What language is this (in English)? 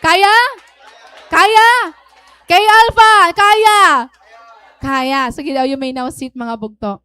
Waray